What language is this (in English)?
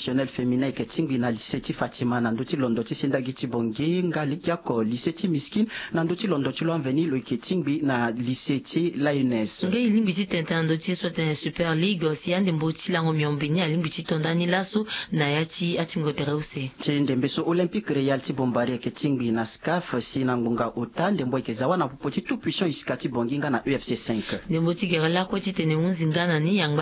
Sango